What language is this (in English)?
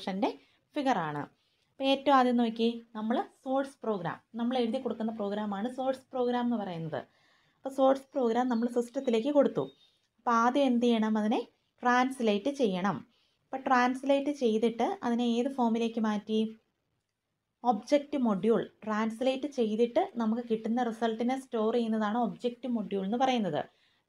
Malayalam